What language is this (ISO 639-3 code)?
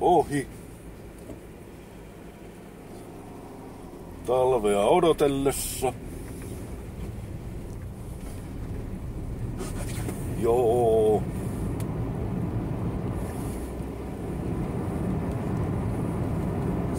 fin